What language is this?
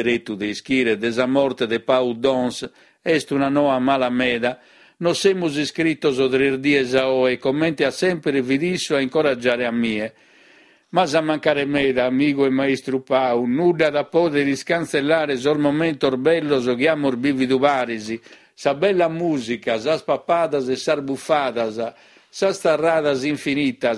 Sardinian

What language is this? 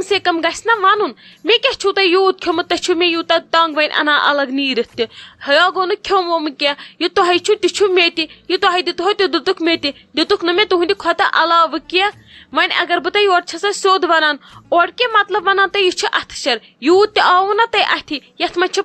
Kashmiri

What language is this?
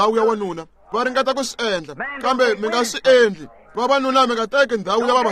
Tsonga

